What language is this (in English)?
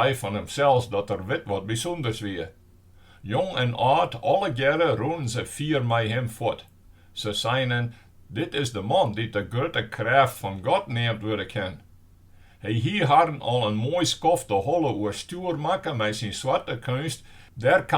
Western Frisian